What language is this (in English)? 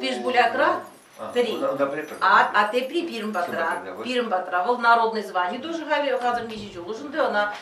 Chuvash